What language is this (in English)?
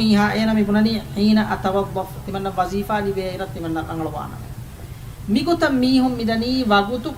Divehi